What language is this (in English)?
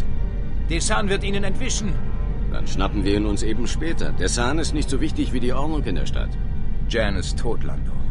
Bavarian